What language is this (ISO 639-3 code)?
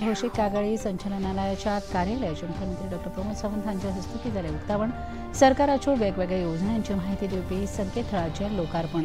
kok